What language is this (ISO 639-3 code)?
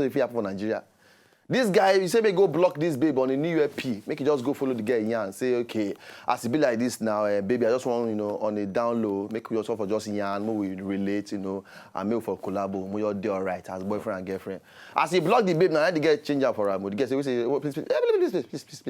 pcm